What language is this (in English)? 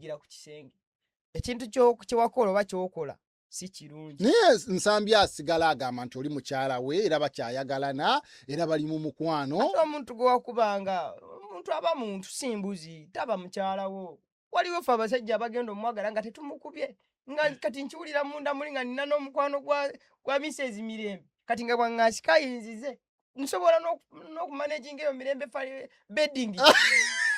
Ganda